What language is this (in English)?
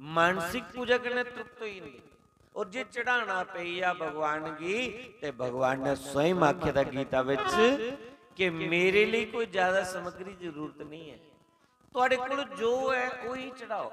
Dogri